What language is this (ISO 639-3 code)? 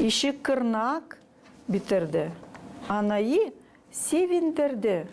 gag